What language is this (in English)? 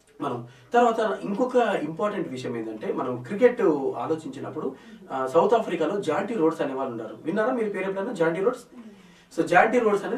Telugu